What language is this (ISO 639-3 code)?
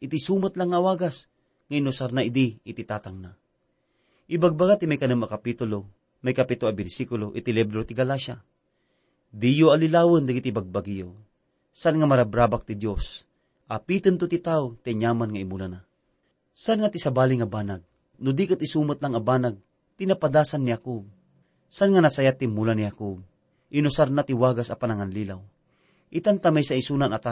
ilo